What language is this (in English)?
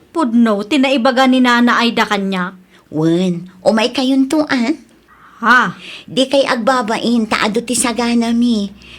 Iloko